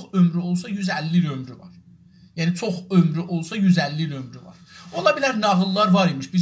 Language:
South Azerbaijani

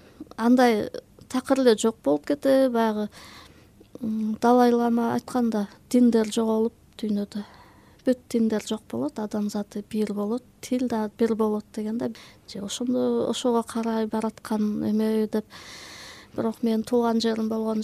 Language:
Kyrgyz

